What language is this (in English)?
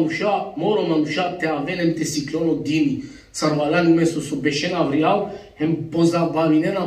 Balkan Romani